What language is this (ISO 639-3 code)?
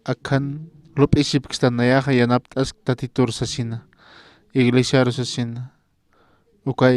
aym